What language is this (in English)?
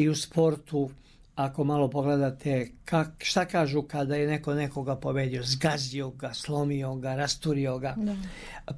Serbian